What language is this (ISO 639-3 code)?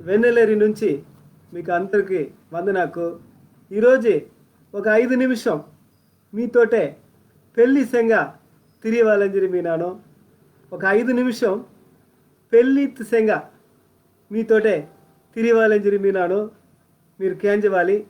kff